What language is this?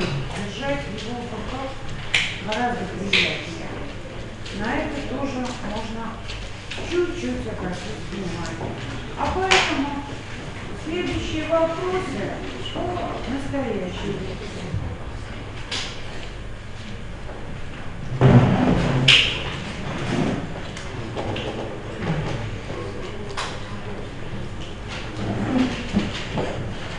Russian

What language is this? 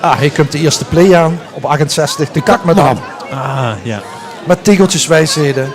Limburgish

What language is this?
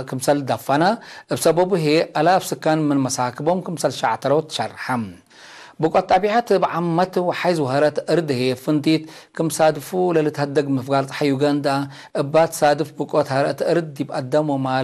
Tigre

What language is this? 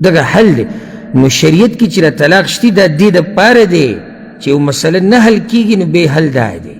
Pashto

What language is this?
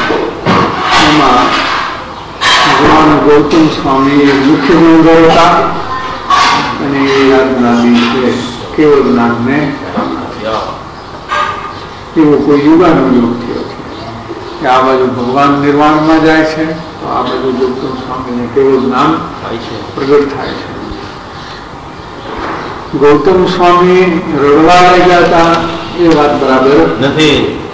Gujarati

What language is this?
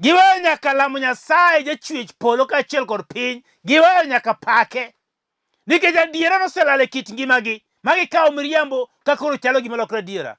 Luo (Kenya and Tanzania)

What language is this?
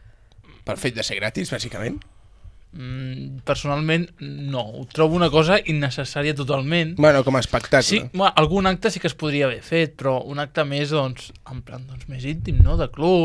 Catalan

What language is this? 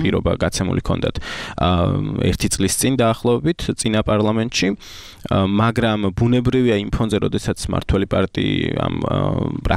Georgian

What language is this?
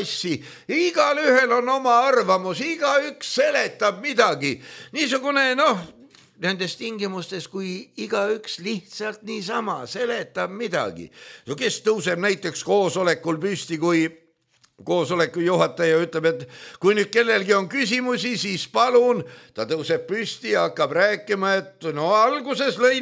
Estonian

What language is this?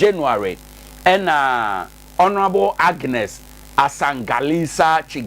Akan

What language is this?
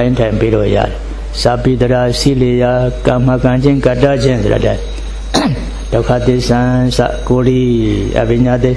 Burmese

